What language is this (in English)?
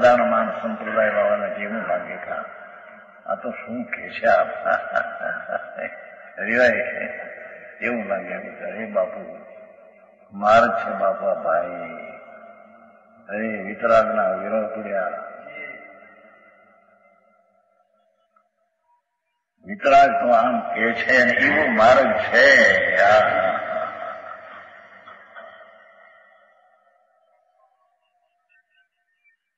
Gujarati